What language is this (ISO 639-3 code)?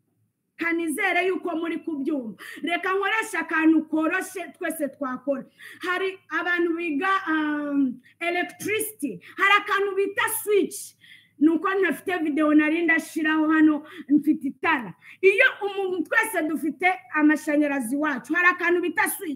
kin